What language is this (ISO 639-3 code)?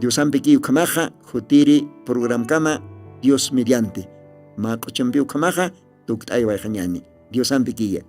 aym